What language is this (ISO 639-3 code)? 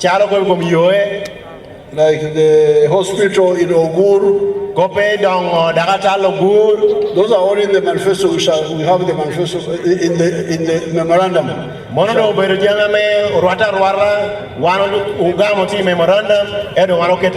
laj